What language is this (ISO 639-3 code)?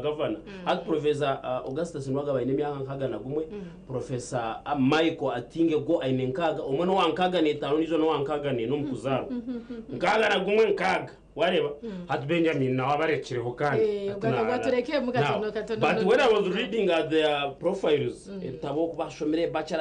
nyn